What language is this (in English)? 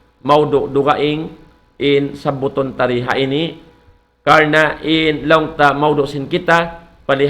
Tausug